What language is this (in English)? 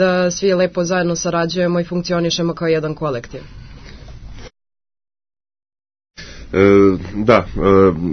Serbian